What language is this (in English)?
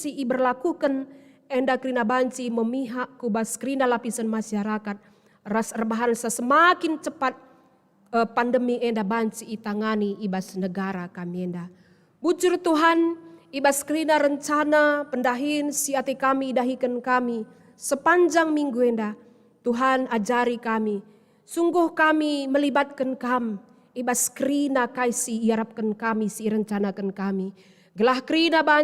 Batak Karo